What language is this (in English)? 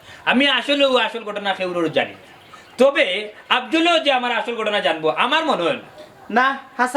Sylheti